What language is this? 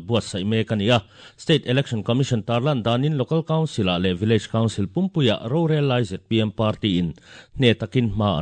Mizo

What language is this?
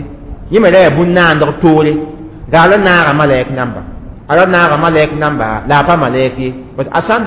Mossi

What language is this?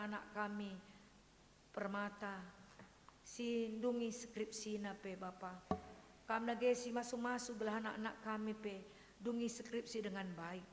Batak Karo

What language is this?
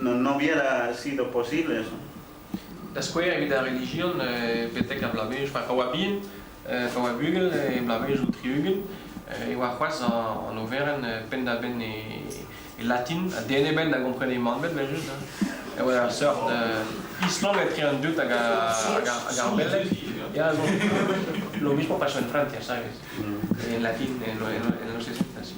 Breton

